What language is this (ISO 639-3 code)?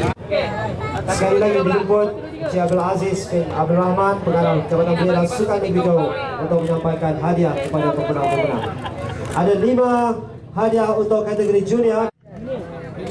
msa